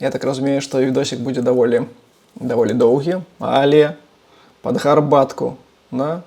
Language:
Belarusian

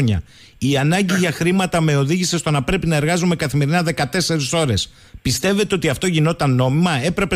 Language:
Greek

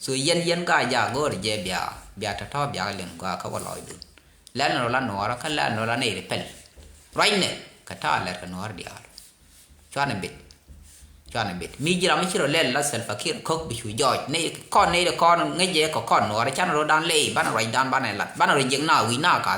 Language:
Nuer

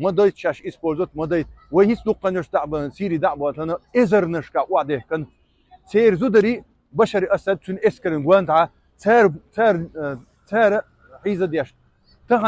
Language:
Chechen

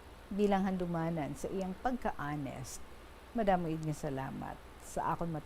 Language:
Hiligaynon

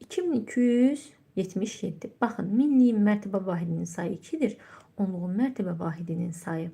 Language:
Azerbaijani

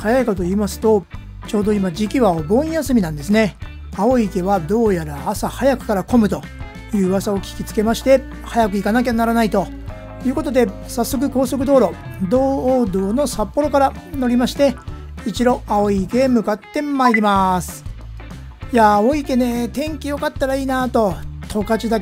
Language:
Japanese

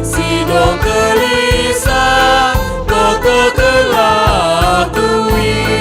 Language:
Batak Karo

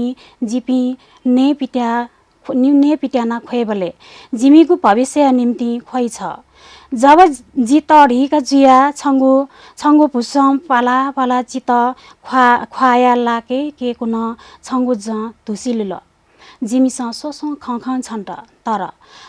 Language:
Newari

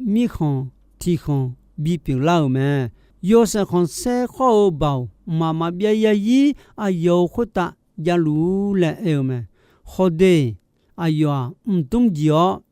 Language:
Akha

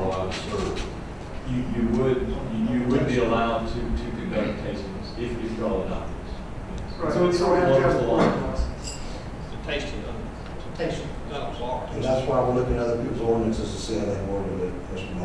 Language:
English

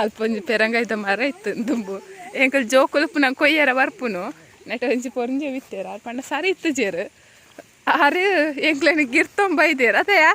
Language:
Tulu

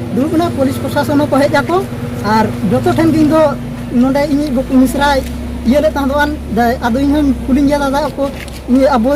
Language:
Santali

